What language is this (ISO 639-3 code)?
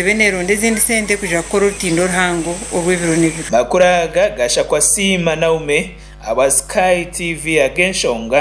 nyn